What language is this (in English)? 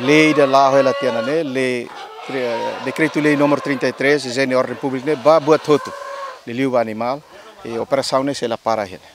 Tetum